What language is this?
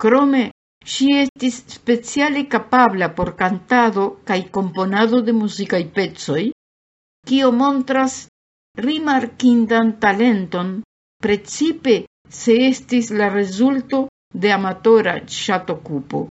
Esperanto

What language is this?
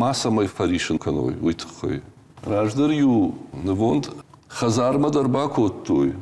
Ossetic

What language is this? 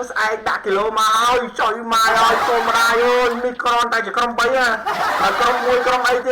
Khmer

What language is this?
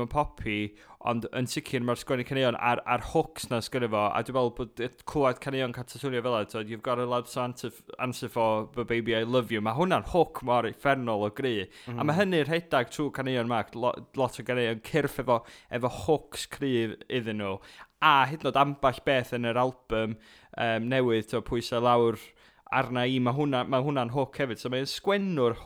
Welsh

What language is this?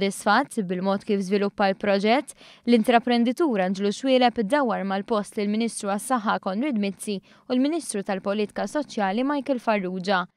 Maltese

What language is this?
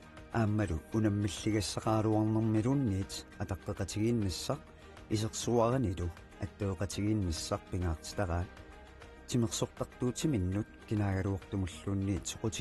Kalaallisut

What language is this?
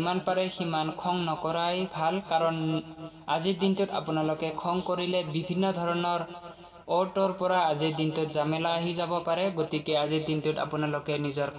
Assamese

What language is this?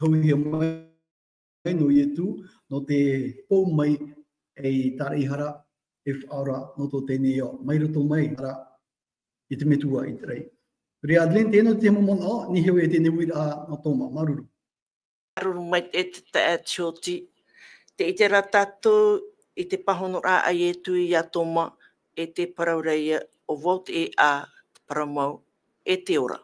Tahitian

